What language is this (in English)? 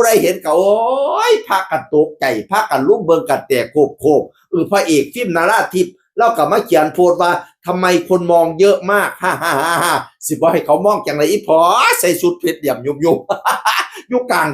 Northeastern Thai